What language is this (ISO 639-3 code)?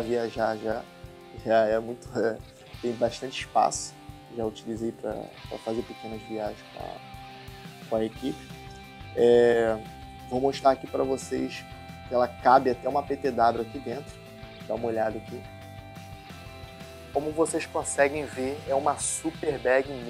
por